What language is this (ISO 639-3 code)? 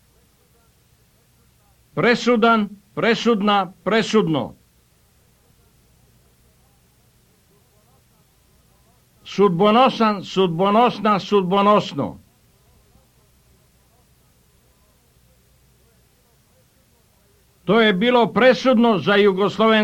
srp